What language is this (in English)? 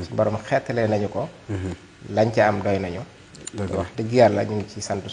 Wolof